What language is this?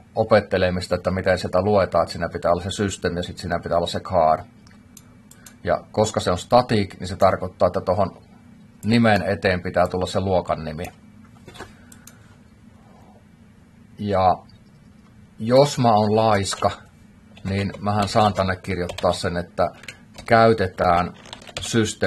Finnish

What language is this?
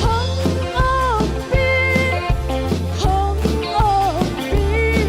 Tedim Chin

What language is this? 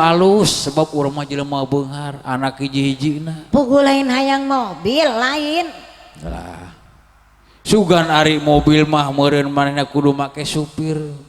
Sundanese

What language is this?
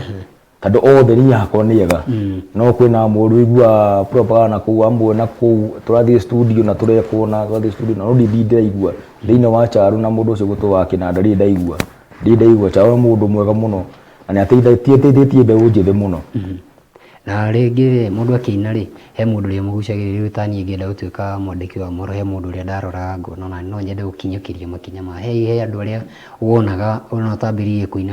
Kikuyu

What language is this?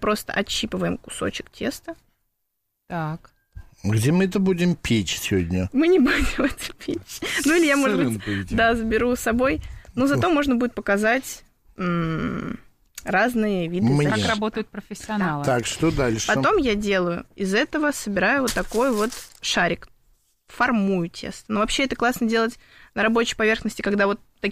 Russian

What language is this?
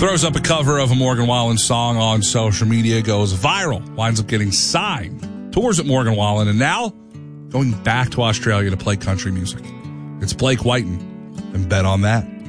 English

